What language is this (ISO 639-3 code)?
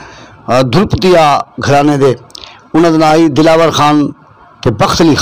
skr